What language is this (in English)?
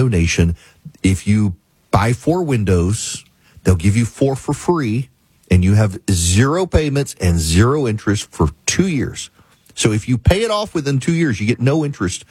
English